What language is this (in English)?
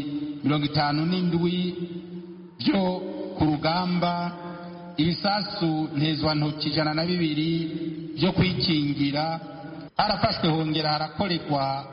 Kinyarwanda